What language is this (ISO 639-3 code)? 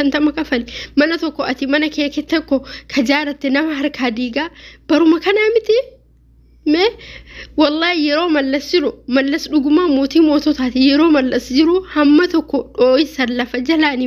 orm